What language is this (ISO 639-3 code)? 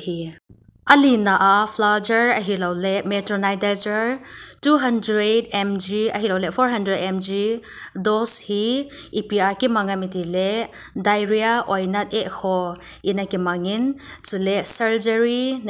tcz